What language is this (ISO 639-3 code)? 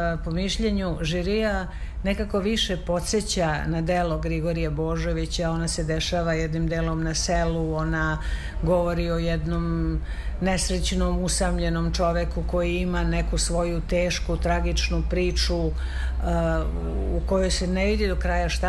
srp